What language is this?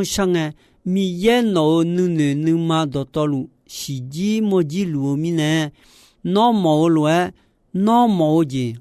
Akha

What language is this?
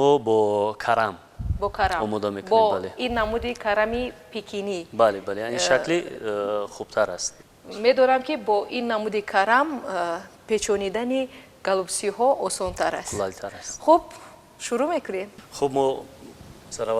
Tajik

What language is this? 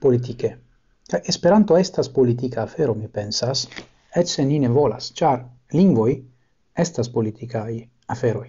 Esperanto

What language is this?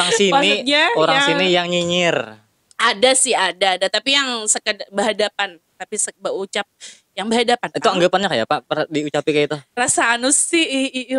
Banjar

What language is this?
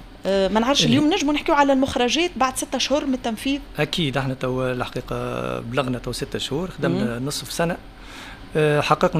Tunisian Arabic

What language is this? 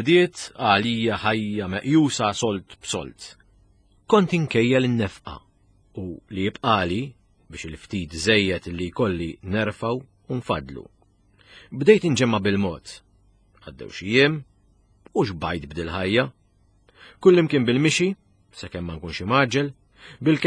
Maltese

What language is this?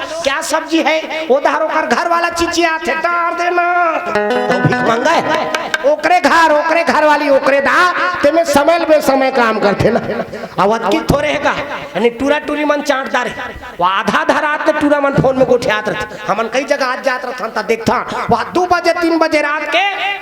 Chhattisgarhi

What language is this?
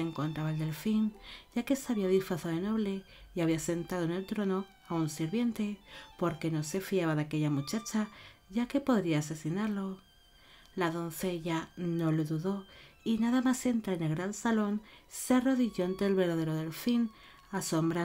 Spanish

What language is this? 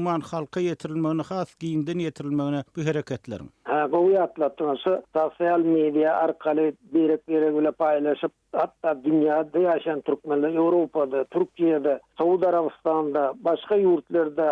Turkmen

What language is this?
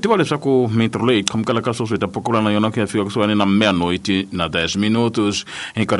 Tsonga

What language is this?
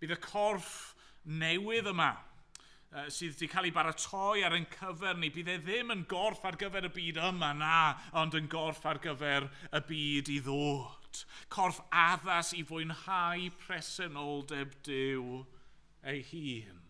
Welsh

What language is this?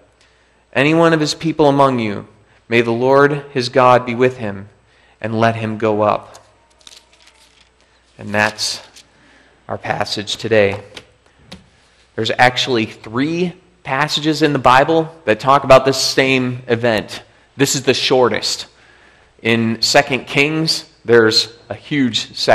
English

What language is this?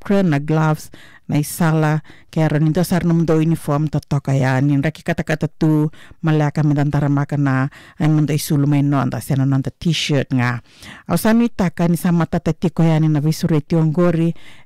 Fijian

